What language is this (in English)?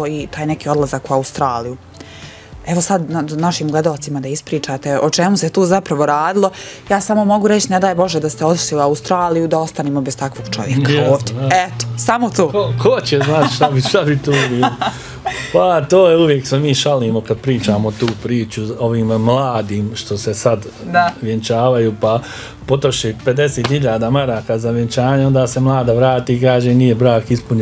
Bosnian